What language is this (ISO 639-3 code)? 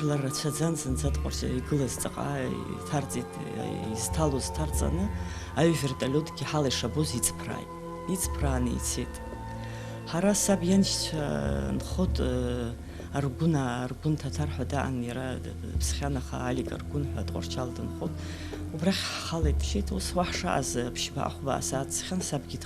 abk